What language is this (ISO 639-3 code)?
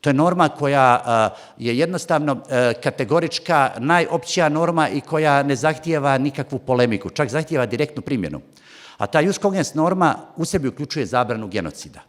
bos